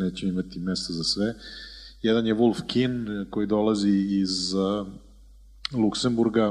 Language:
Serbian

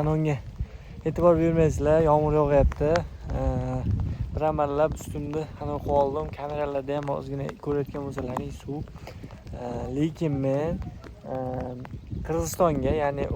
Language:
Uzbek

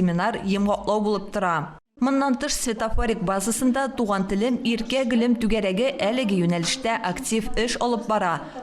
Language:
Tatar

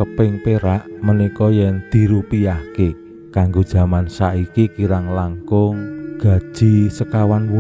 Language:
Javanese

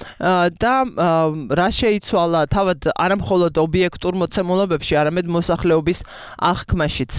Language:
Georgian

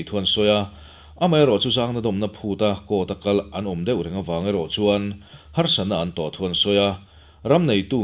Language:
Mizo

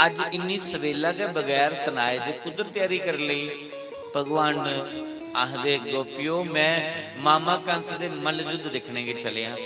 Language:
Dogri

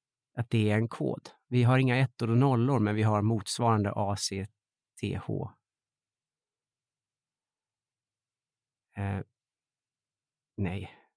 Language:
Swedish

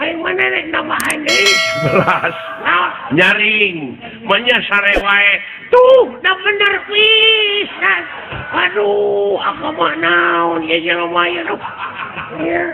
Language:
Sundanese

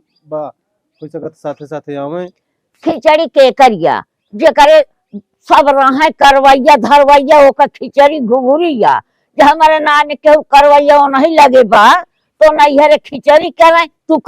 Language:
Awadhi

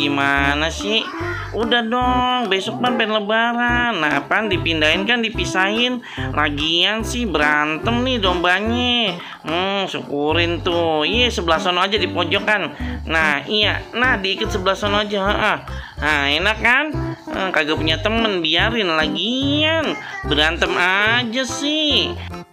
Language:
Betawi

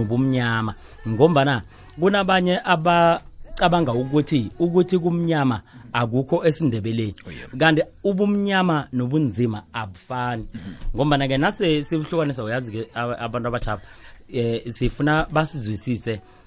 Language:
South Ndebele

